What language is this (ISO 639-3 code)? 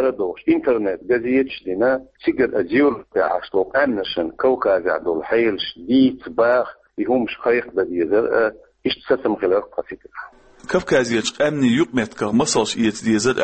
che